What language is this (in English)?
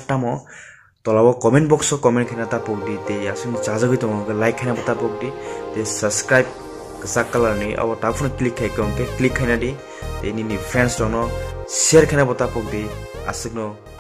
Kok Borok